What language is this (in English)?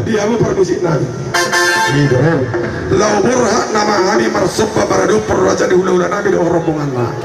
Batak Toba